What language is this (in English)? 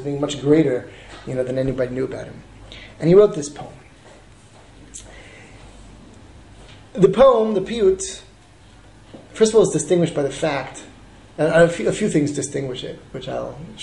English